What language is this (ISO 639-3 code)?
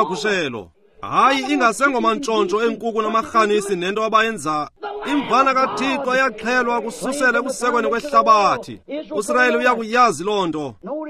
xho